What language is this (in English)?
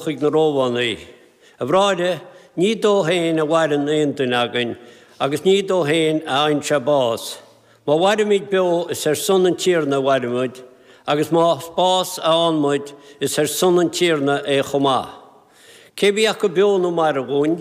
Irish